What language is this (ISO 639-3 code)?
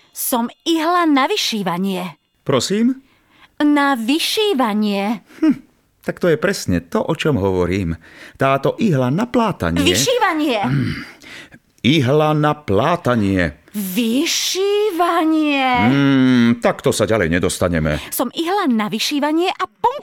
slk